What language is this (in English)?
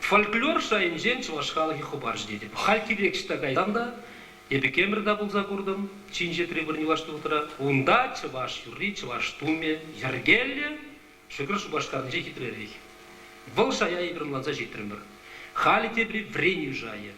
Chuvash